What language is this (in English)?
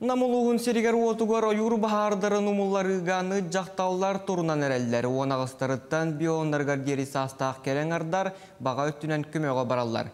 Yakut